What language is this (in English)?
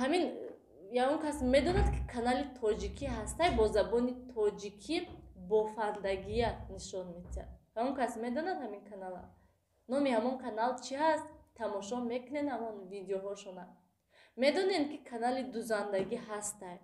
Tajik